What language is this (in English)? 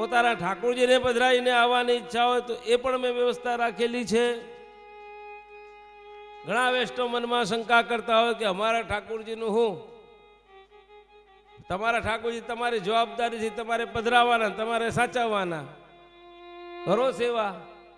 Gujarati